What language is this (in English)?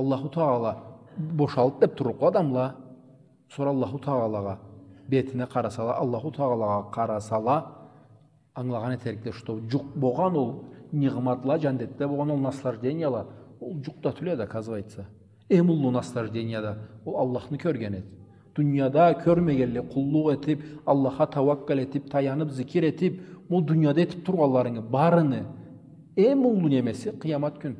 Karachay-Balkar